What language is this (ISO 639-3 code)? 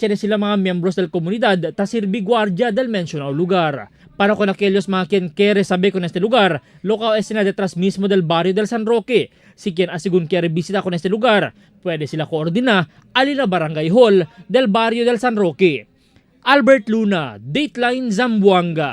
cbk